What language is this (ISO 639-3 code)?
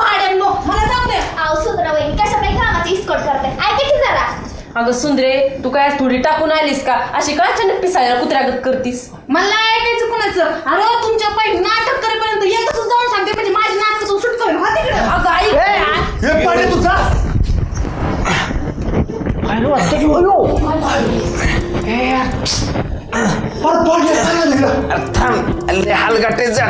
mar